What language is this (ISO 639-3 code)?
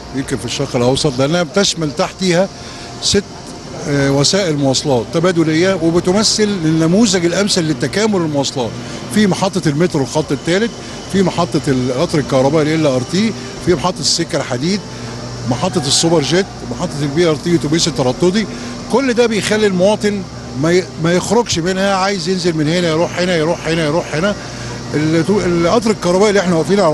arz